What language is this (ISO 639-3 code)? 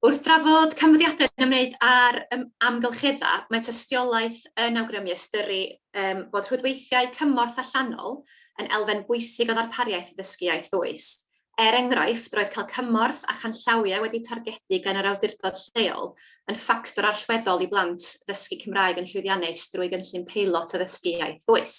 cym